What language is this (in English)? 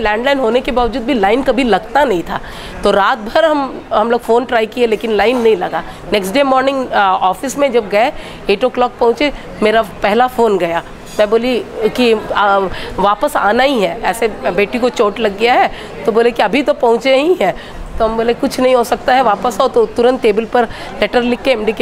Hindi